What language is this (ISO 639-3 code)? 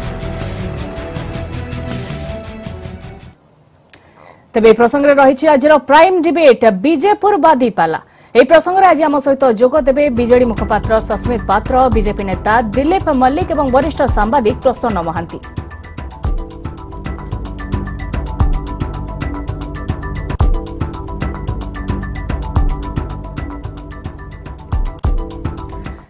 ori